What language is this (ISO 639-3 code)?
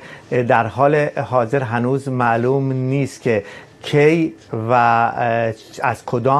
fas